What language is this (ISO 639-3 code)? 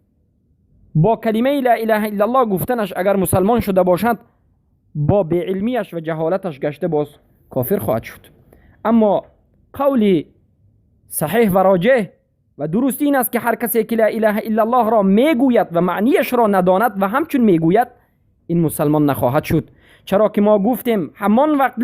fas